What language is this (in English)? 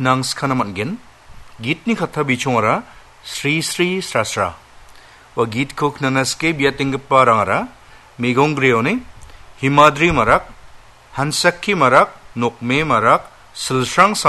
Garo